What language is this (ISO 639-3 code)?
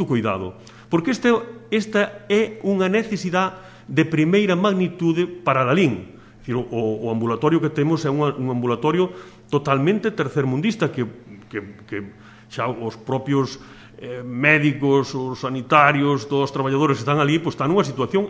glg